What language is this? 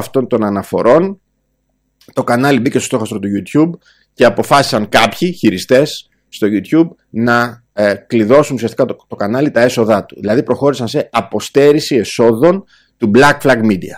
Greek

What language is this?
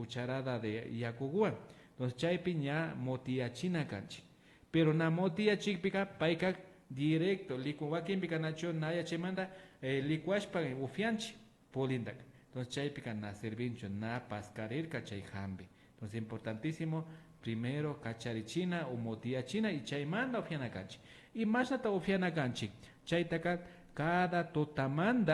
Imbabura Highland Quichua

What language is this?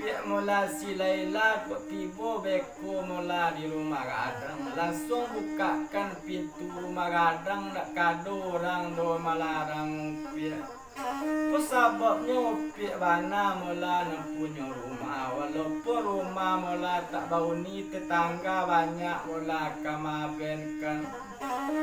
Minangkabau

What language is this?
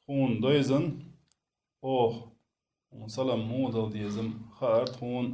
Chechen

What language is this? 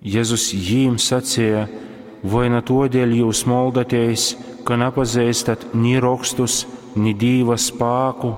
Latgalian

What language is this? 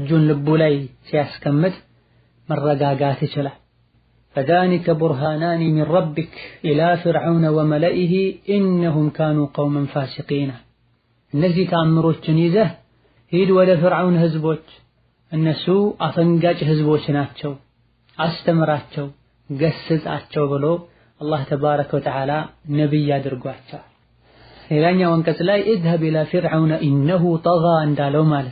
Amharic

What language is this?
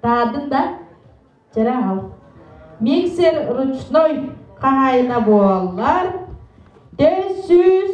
Yakut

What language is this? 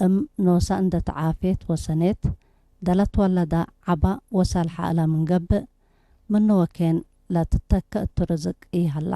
Tigre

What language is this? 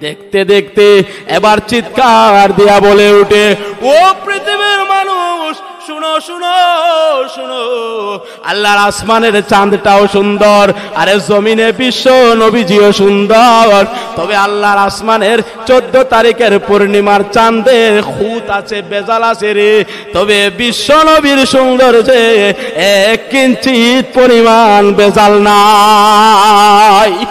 Sylheti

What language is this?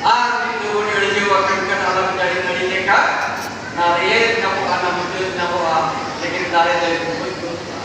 Santali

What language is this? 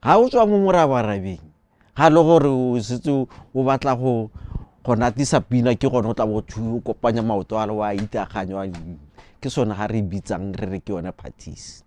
Tswana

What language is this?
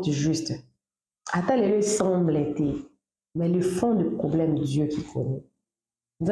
Lingala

